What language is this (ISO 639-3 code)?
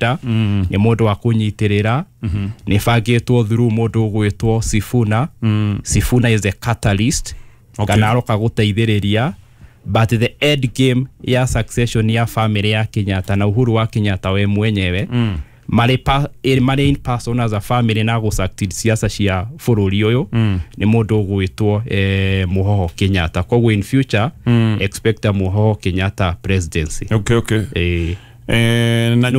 kik